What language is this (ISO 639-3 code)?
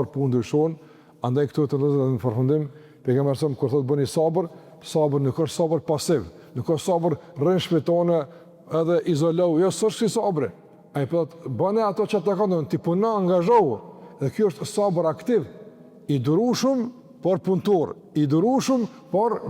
sqi